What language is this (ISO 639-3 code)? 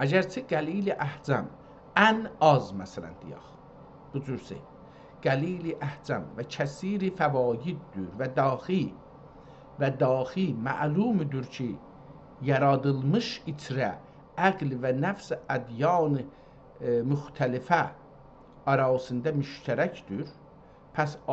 azb